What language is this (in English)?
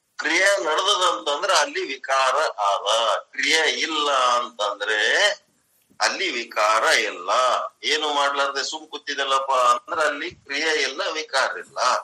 Kannada